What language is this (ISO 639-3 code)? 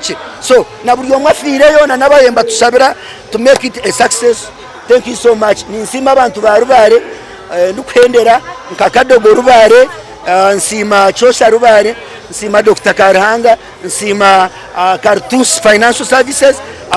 nyn